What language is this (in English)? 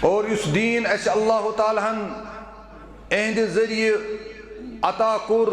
Kashmiri